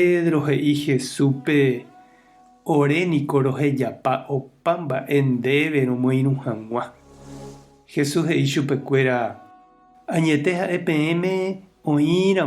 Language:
Guarani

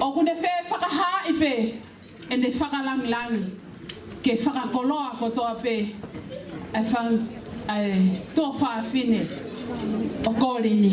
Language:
Tongan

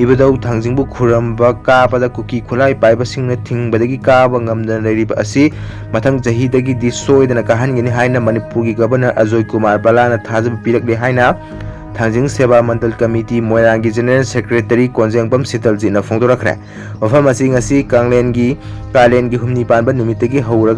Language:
Manipuri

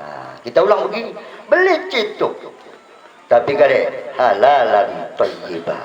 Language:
Batak Dairi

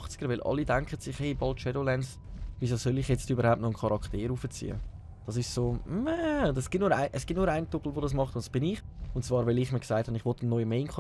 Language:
Swiss German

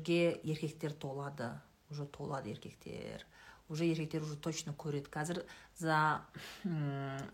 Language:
Kazakh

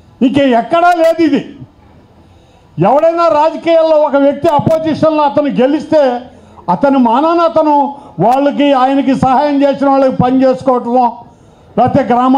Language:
Telugu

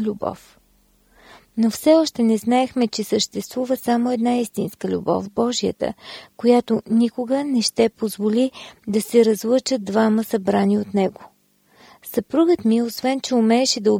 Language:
Bulgarian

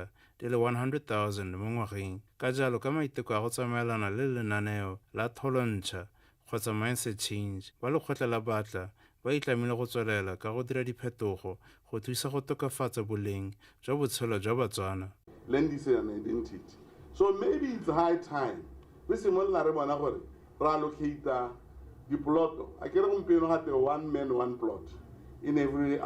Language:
Tswana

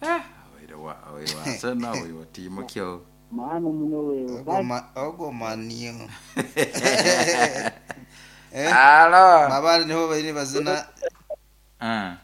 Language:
Nyoro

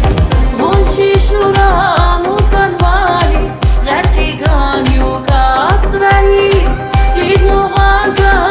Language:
Tabassaran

